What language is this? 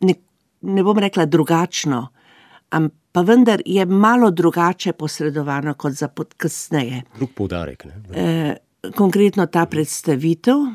Slovenian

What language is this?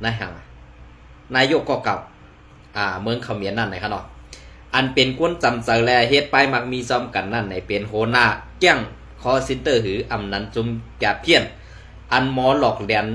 Shan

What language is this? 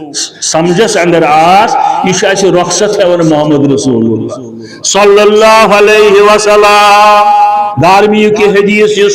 Kashmiri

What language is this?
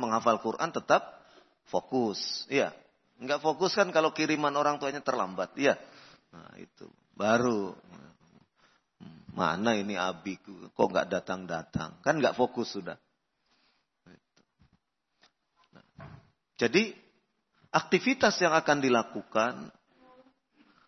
Indonesian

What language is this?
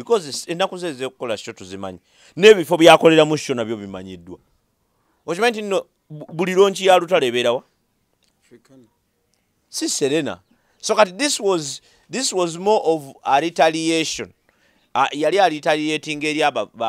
Ganda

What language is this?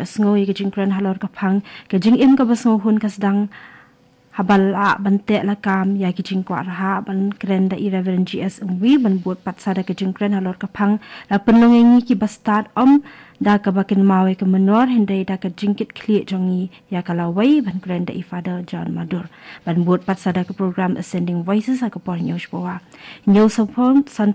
Khasi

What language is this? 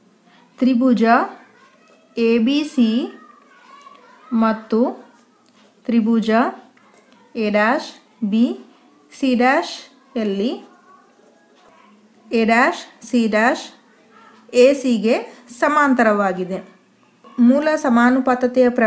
Kannada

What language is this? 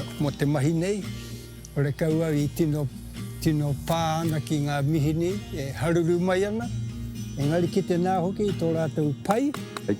Māori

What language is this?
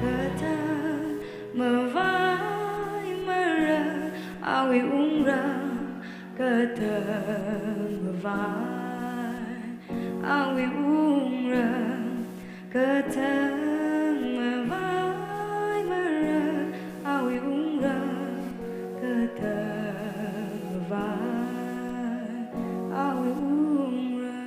Tangkhul Naga (India)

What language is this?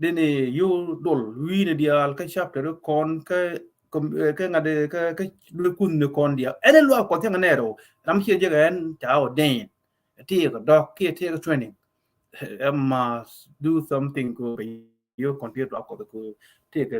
Nuer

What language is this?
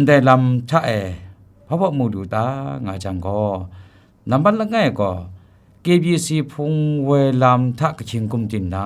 Kachin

